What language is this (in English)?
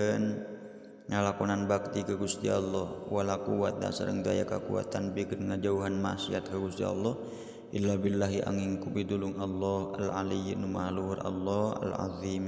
Sundanese